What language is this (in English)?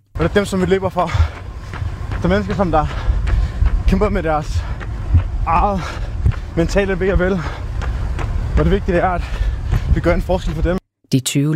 Danish